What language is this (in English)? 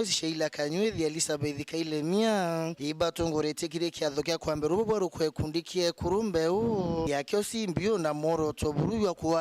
Meru